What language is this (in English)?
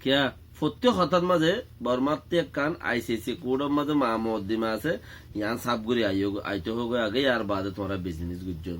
Rohingya